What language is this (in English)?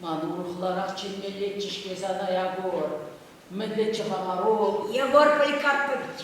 Chuvash